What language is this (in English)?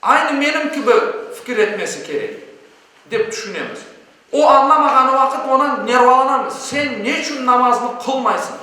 Crimean Tatar